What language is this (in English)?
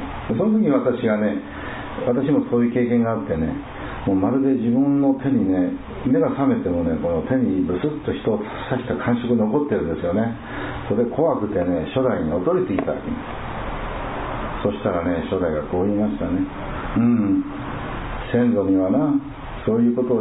Japanese